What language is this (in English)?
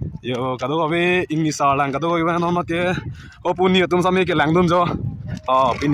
Karbi